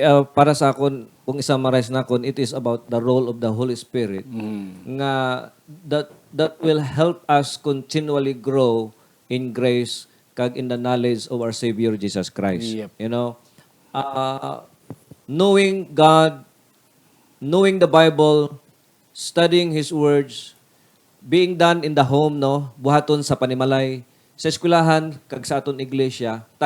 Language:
Hiligaynon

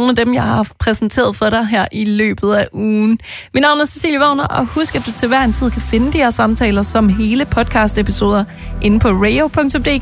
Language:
Danish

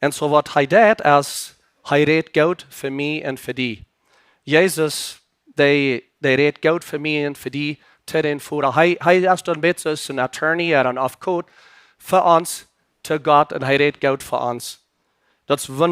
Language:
Plautdietsch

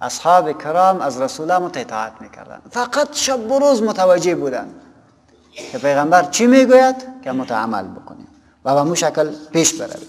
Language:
Persian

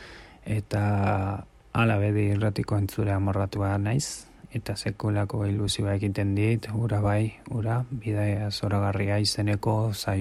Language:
Basque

